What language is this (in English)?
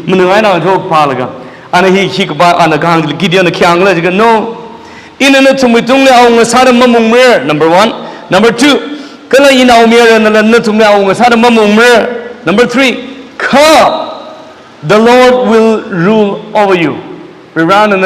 Tangkhul Naga (India)